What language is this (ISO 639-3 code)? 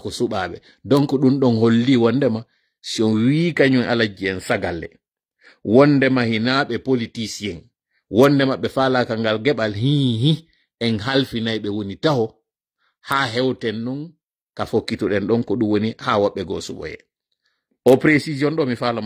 ful